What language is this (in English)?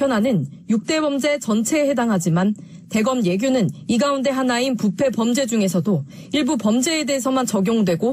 Korean